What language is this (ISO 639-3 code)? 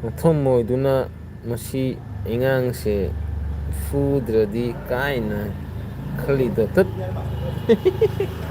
mni